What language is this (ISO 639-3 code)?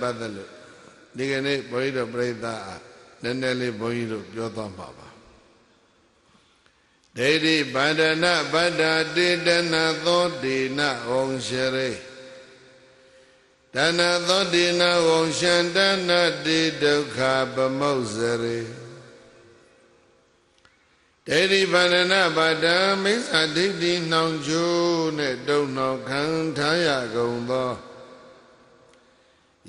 mya